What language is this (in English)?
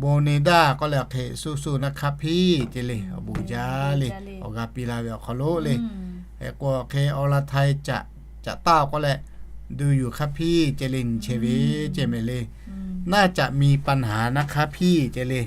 Lahu